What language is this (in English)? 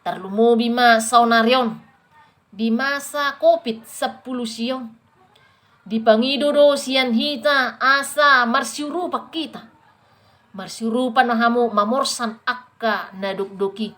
Batak Toba